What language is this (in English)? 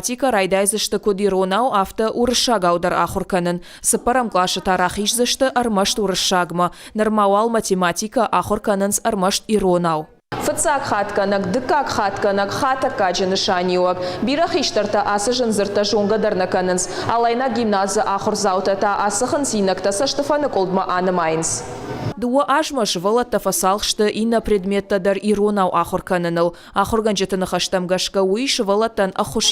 Ossetic